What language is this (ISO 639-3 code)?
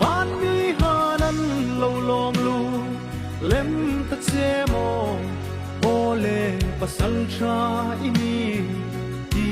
hmr